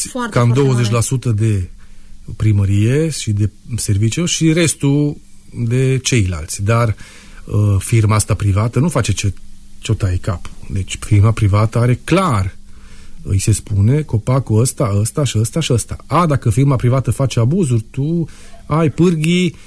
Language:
Romanian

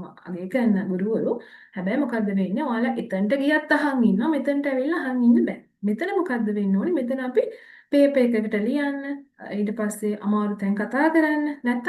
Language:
Sinhala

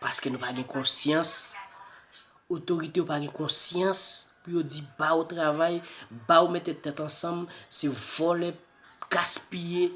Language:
Haitian Creole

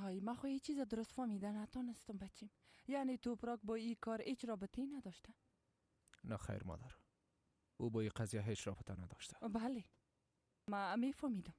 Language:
Persian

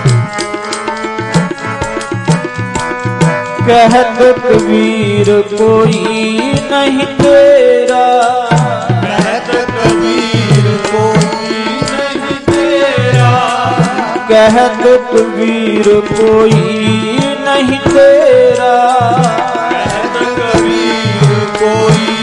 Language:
Punjabi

